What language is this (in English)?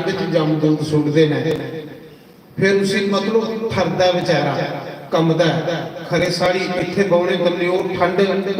Dogri